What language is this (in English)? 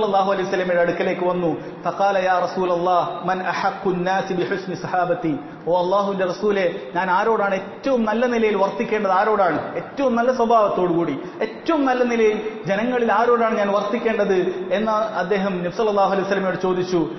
Malayalam